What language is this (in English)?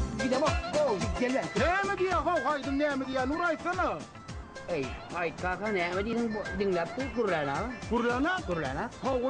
Turkmen